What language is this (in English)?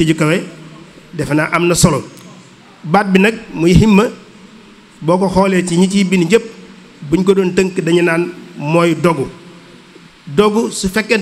Wolof